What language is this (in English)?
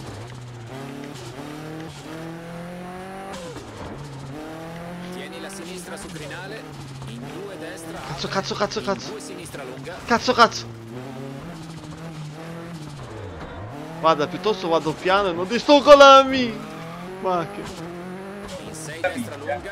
Italian